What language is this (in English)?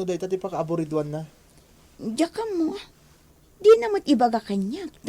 Iloko